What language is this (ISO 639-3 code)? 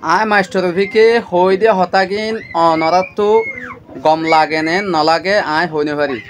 rhg